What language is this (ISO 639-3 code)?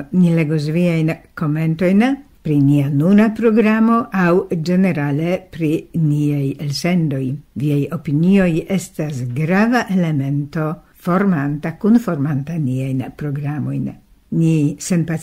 epo